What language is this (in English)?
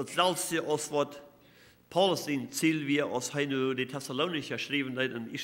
Plautdietsch